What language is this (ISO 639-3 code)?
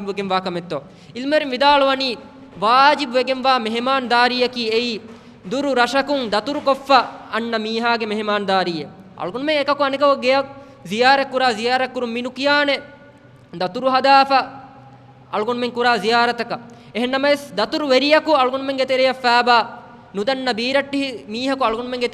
div